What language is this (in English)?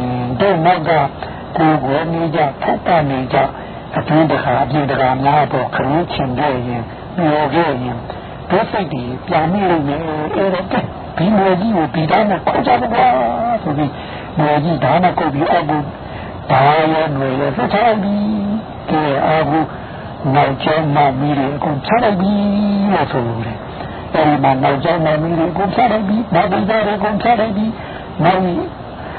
Burmese